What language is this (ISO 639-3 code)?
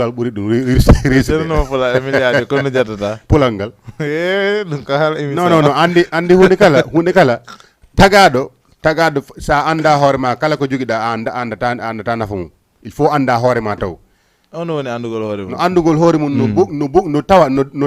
ful